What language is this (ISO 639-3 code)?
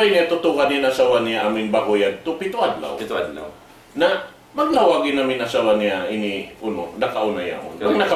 tsg